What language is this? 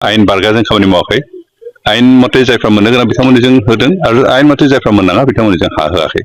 Bodo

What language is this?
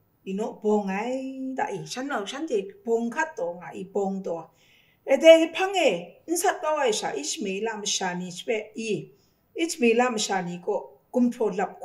Kachin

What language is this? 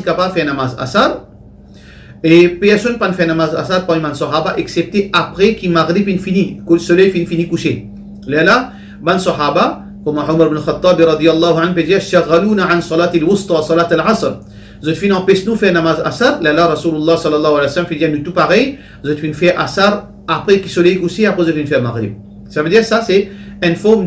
Morisyen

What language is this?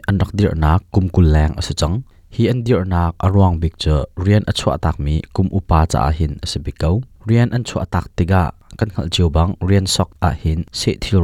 Hakha Chin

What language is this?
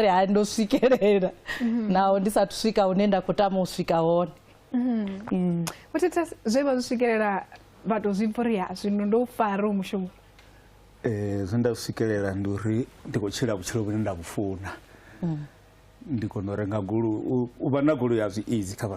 Venda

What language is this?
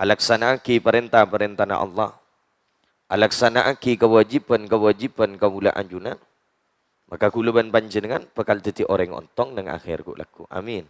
Madurese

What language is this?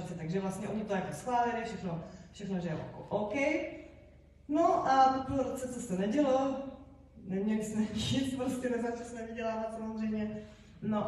Czech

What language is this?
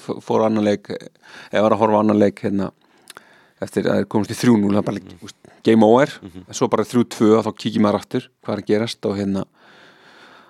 Icelandic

